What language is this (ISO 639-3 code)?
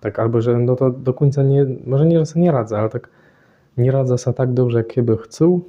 csb